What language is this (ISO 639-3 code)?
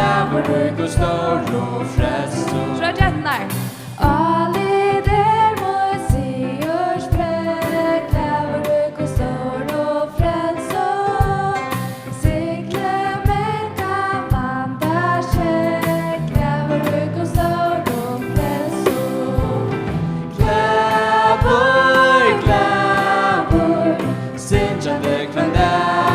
fao